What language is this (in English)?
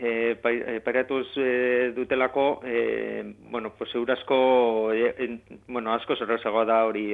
Basque